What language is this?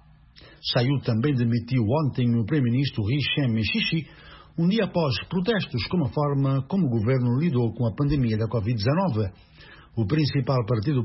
Portuguese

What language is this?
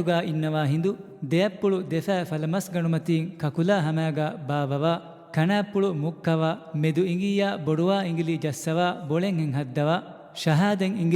Divehi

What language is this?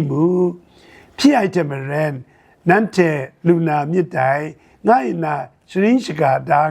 Kachin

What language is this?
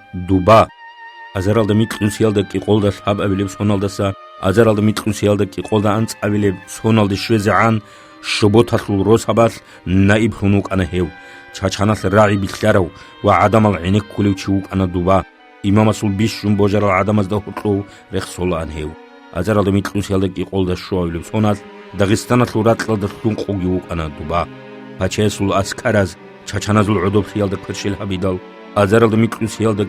Avaric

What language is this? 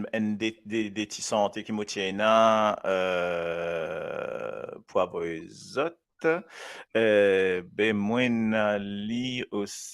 Morisyen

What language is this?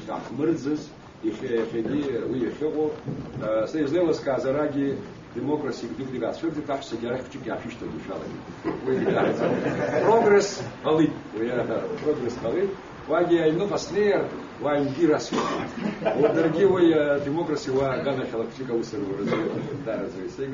Abkhazian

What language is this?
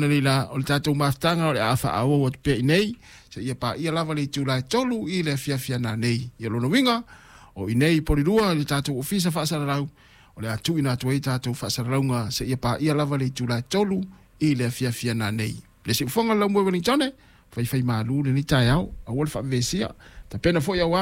Samoan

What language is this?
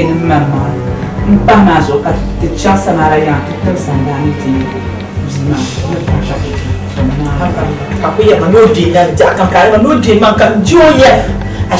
Dagbani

